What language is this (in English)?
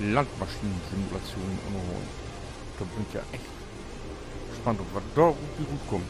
Low German